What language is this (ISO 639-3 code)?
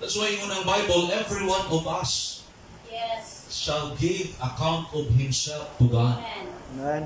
ceb